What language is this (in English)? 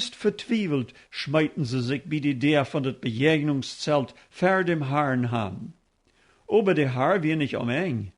Plautdietsch